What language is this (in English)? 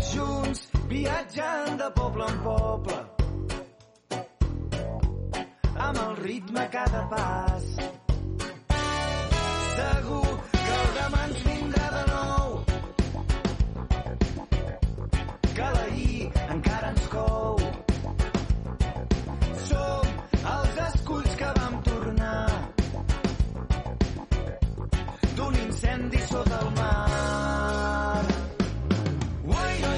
Catalan